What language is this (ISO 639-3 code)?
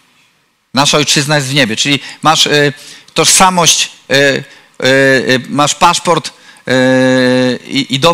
pol